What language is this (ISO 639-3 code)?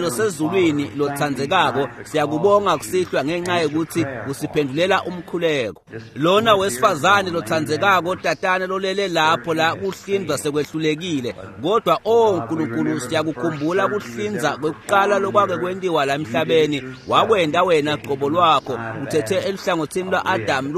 ssw